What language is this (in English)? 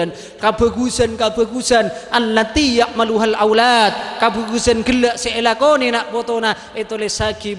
Madurese